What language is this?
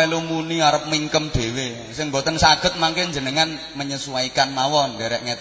Javanese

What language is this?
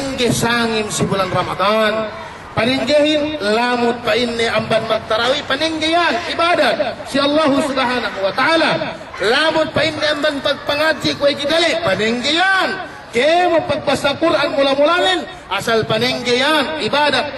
Yakan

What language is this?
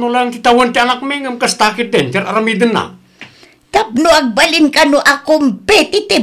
Iloko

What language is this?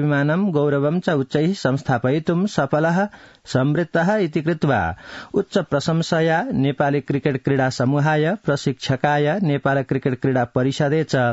Sanskrit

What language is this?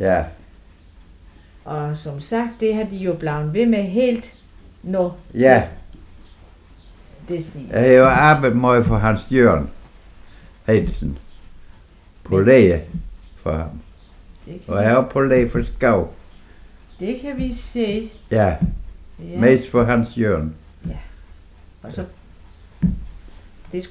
Danish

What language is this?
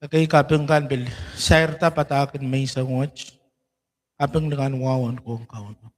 Pohnpeian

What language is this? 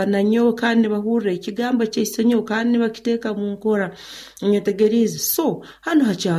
Nyoro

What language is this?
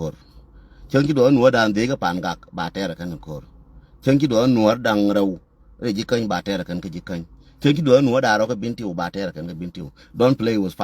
Nuer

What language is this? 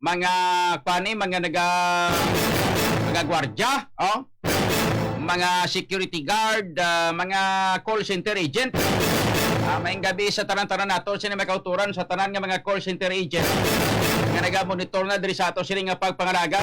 Hiligaynon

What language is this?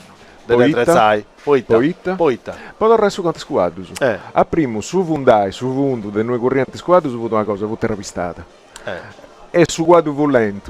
Sardinian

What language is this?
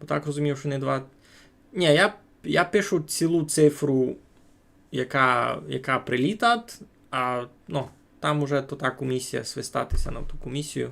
Rusyn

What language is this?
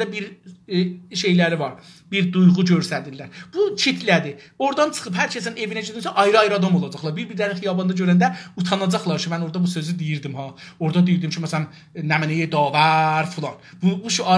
South Azerbaijani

